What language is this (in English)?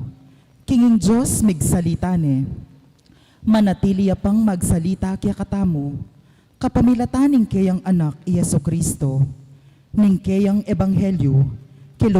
Pampanga